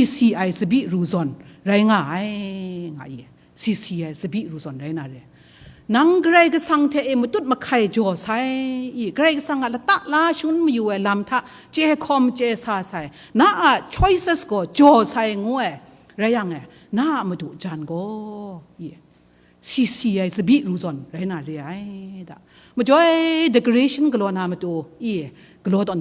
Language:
Kachin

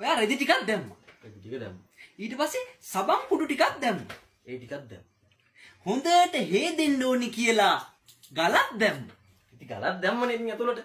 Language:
Sinhala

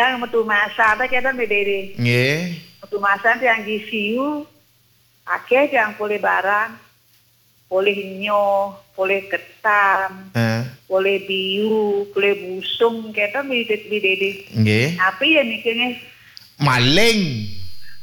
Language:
Balinese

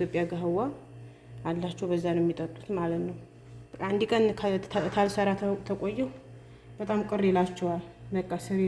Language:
Amharic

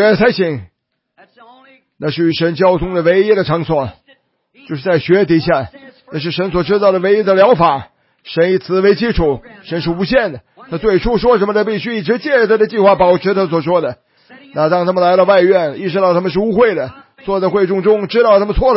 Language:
Chinese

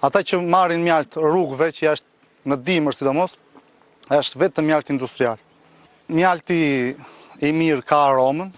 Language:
Albanian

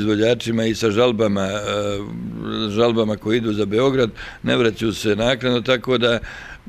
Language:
Bosnian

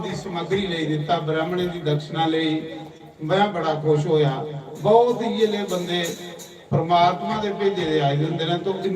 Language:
Dogri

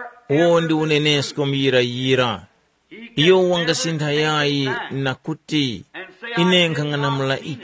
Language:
Tumbuka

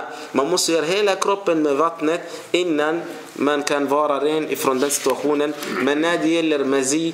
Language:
Swedish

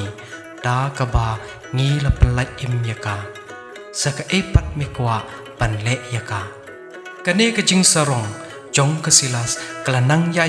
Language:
Khasi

